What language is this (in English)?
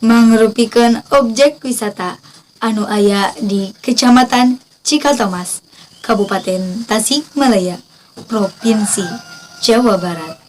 Sundanese